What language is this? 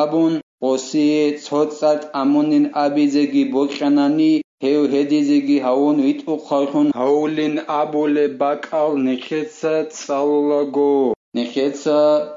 Avaric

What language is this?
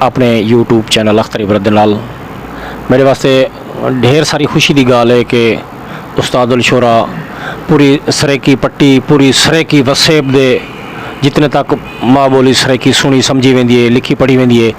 Saraiki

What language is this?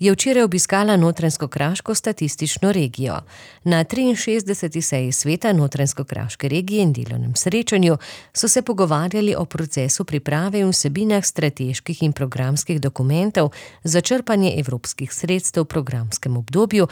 Slovenian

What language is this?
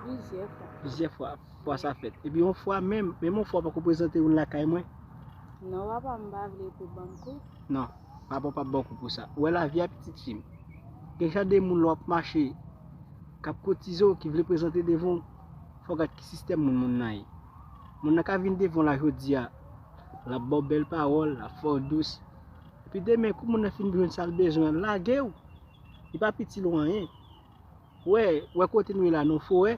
Haitian Creole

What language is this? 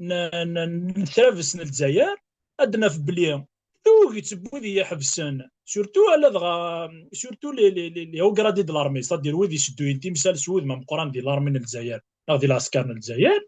Kabyle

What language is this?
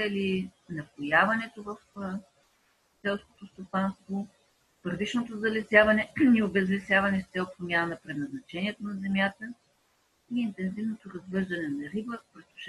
Bulgarian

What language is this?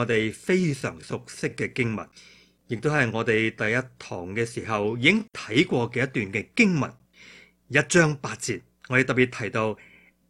Cantonese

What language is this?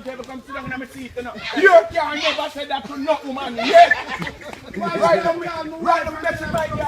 Jamaican Creole English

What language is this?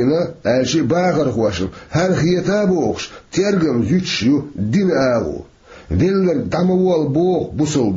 Chechen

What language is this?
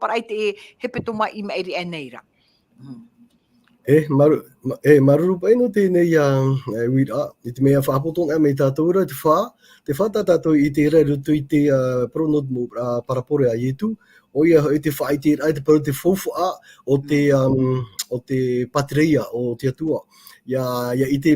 Tahitian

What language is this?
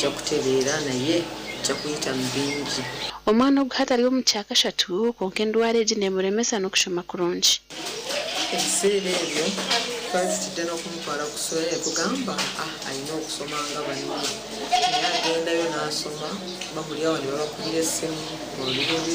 Nyankole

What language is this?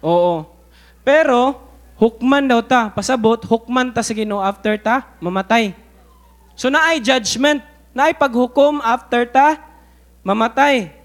Cebuano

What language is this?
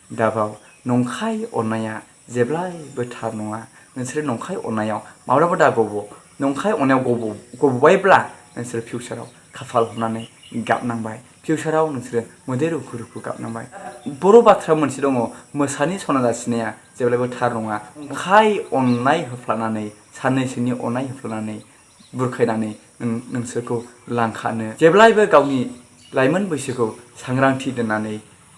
Bodo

